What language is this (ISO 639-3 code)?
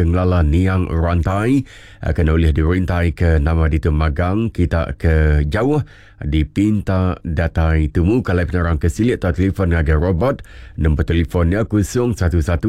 iba